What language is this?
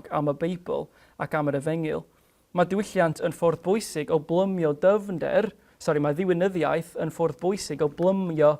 Welsh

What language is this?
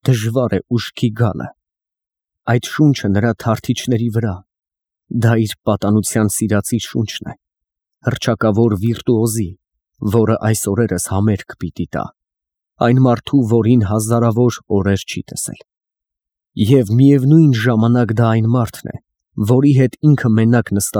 Armenian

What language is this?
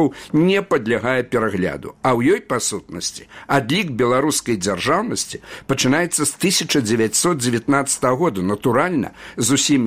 Belarusian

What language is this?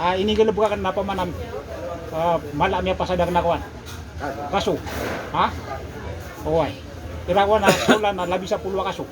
Maranao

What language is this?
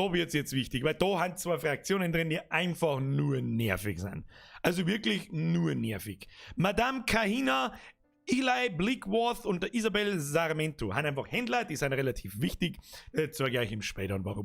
Bavarian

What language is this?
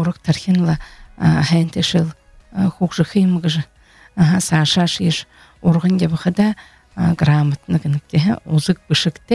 Buriat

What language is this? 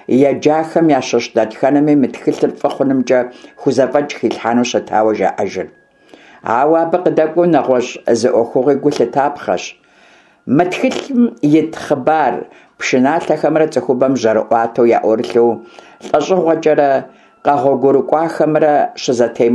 Kabardian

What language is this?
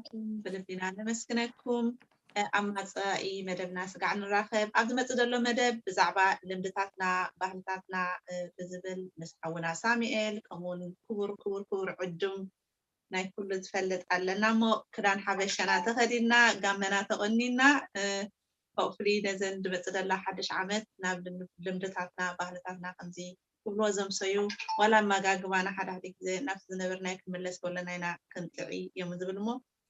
Tigrinya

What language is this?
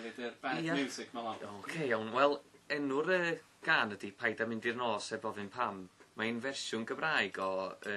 Welsh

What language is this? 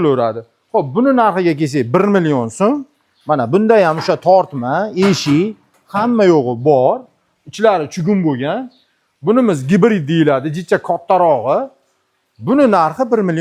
Uzbek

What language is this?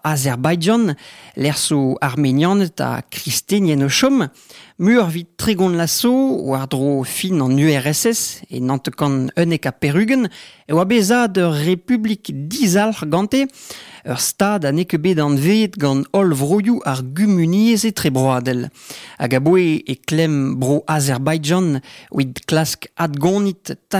Breton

